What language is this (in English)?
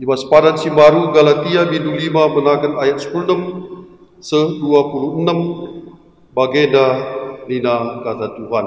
Batak Karo